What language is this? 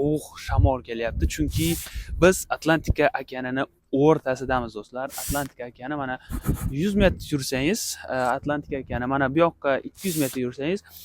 Uzbek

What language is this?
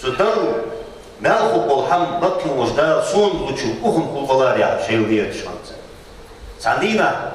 Ingush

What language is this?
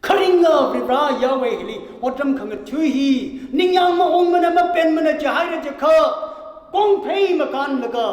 Tangkhul Naga (India)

